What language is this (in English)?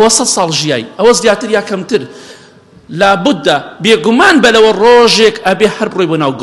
Central Kurdish